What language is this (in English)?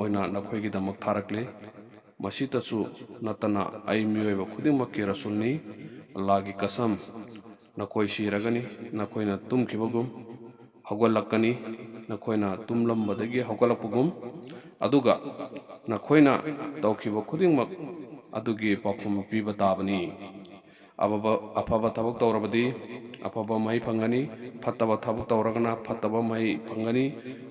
Manipuri